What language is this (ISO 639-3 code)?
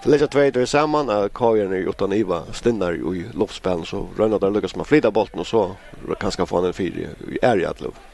fao